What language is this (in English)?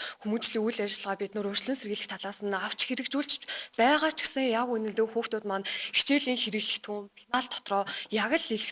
Mongolian